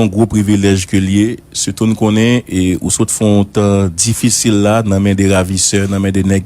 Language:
Haitian Creole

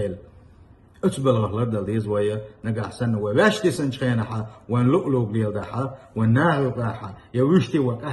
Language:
Chechen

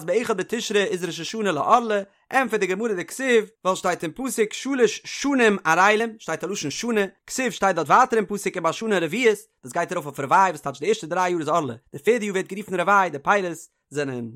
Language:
Yiddish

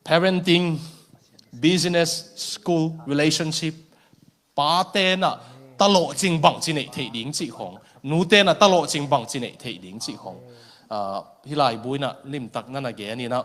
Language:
Tedim Chin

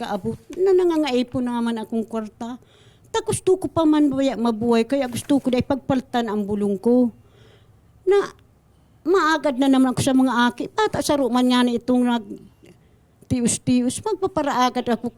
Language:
Bikol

